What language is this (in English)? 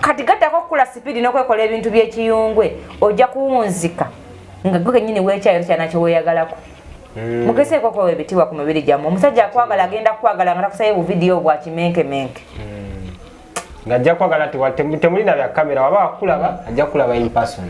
Ganda